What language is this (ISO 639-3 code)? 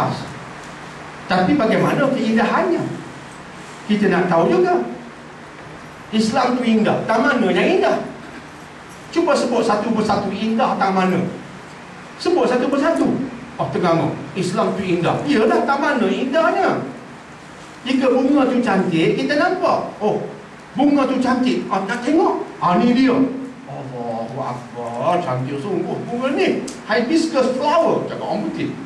msa